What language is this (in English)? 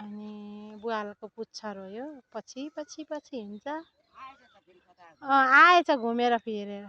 Nepali